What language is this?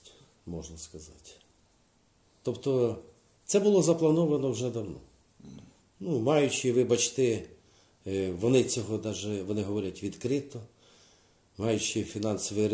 Ukrainian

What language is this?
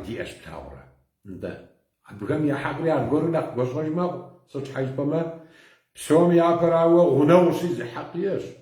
Kabardian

